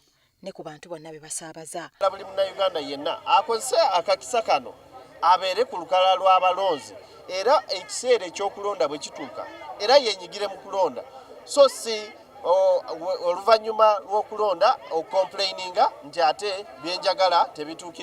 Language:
Ganda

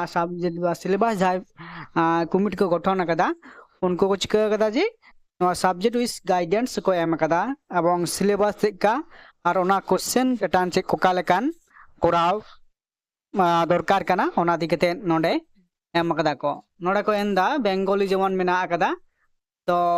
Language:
Santali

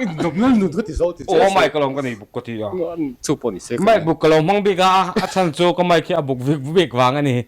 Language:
Mizo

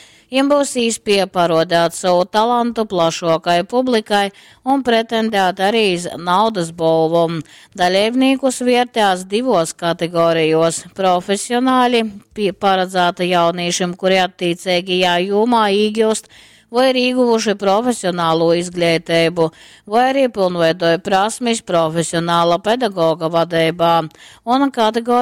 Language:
Latgalian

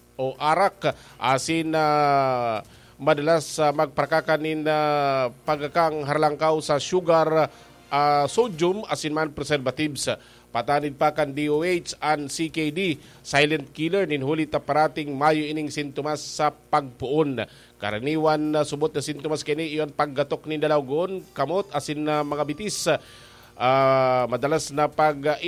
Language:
Bikol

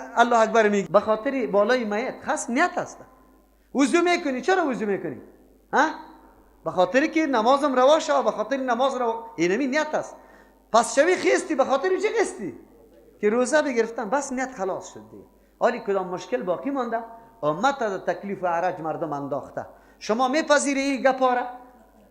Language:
Persian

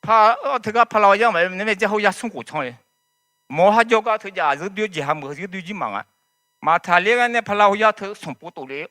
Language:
Akha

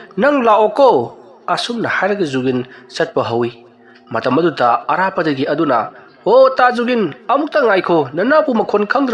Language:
Manipuri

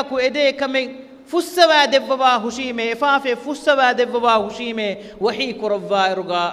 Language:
Divehi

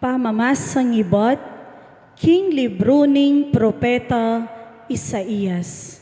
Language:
Pampanga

